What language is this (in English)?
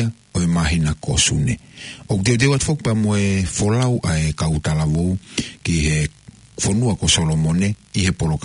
Tongan